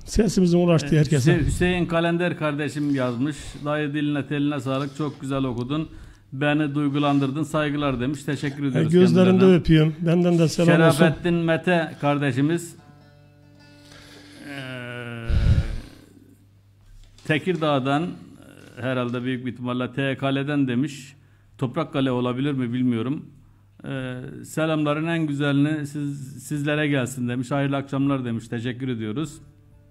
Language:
Turkish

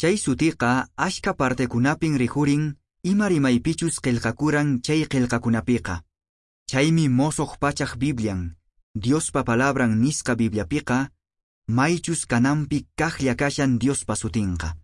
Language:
Quechua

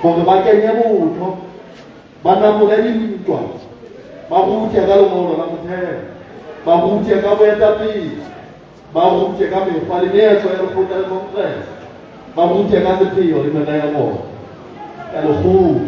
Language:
Southern Sotho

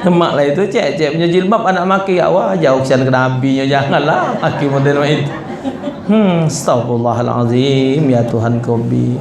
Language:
Musi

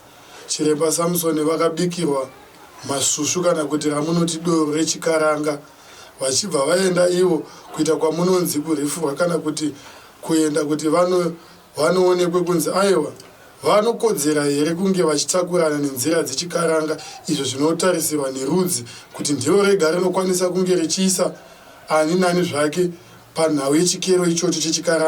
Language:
Shona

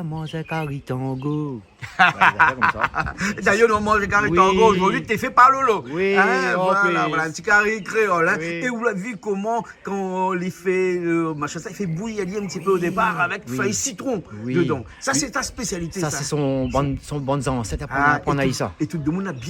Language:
Réunion Creole French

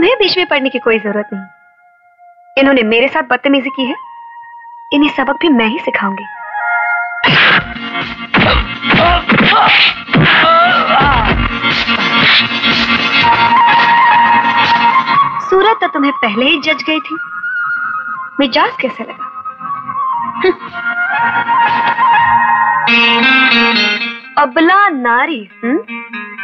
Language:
Hindi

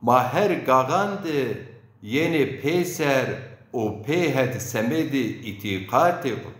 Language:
Zaza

